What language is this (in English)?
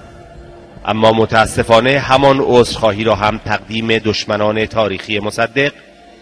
Persian